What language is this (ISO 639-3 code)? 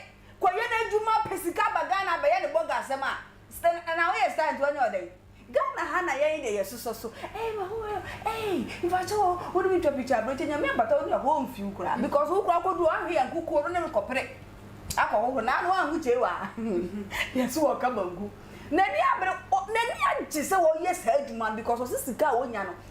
aka